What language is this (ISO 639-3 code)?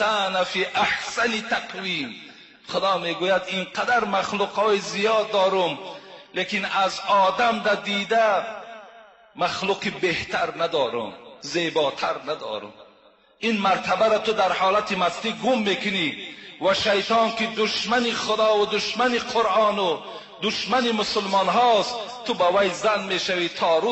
fas